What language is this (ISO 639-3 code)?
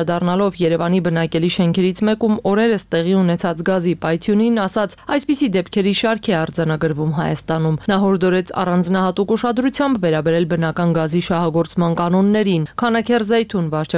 hye